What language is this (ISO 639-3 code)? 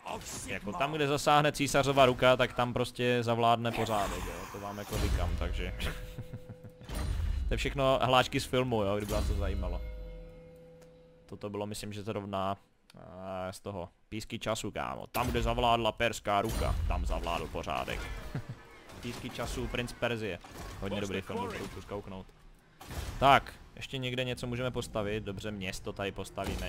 ces